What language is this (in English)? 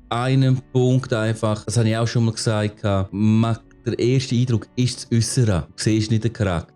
Swiss German